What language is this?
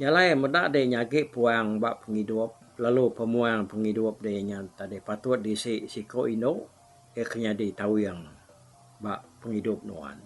Iban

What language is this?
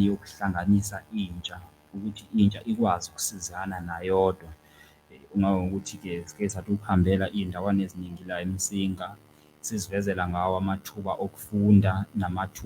Zulu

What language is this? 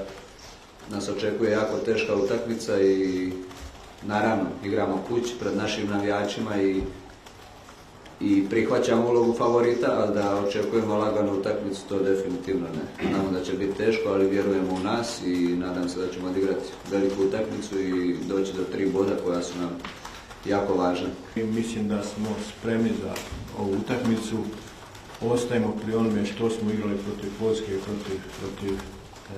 Croatian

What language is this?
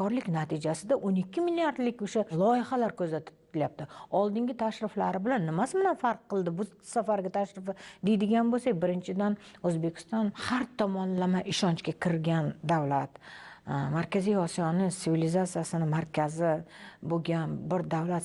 Uzbek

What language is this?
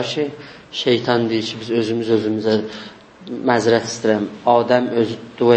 South Azerbaijani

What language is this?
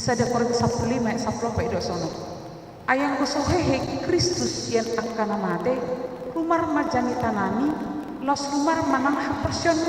Batak Toba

